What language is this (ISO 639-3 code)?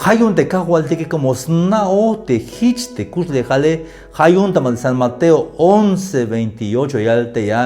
tzh